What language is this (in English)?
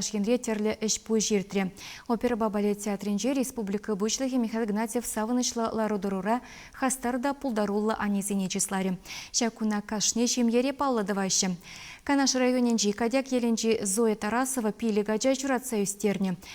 Chuvash